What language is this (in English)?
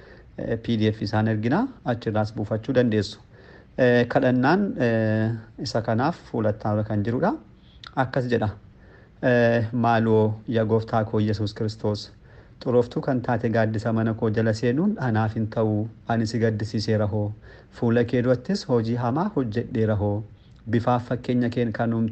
Oromo